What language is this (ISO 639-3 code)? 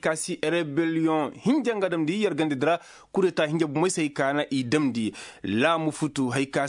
ses